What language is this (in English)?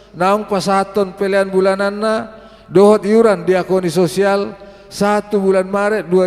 Batak Toba